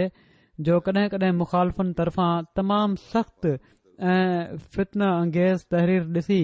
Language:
Sindhi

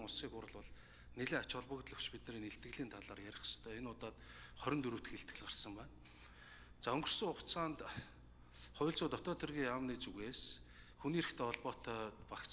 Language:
Mongolian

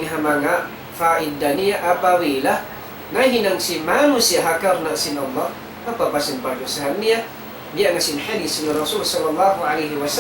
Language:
Tausug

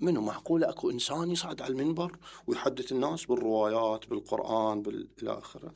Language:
Mesopotamian Arabic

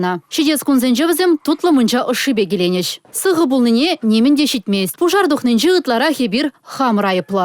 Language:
Chuvash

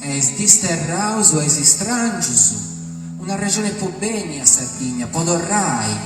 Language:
Sardinian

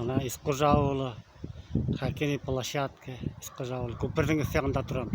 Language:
Bashkir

